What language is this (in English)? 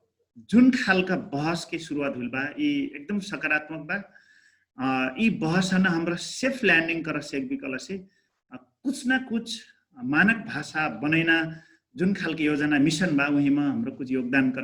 Dangaura Tharu